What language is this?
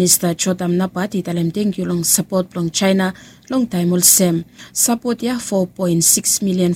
Bislama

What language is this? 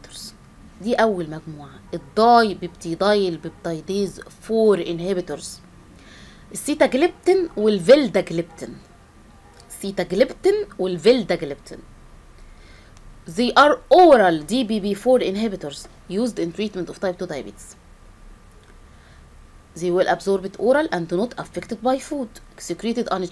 Egyptian Arabic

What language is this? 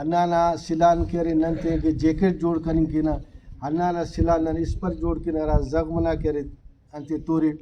Brahui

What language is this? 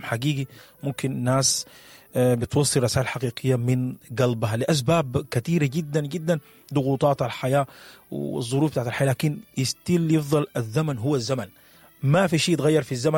Sudanese Arabic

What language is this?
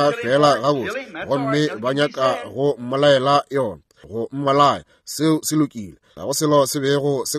Northern Sotho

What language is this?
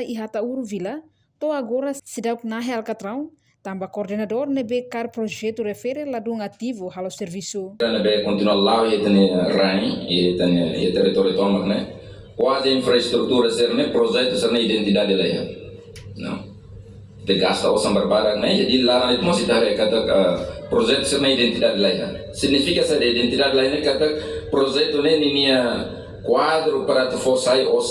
Tetum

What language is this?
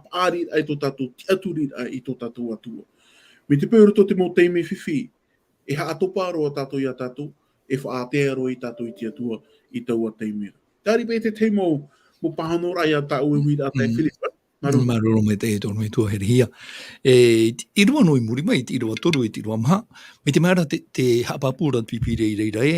Tahitian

